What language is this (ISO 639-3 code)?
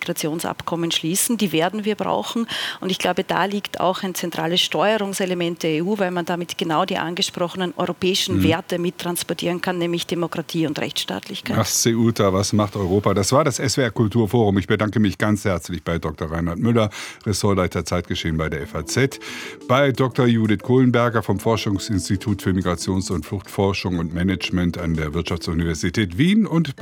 deu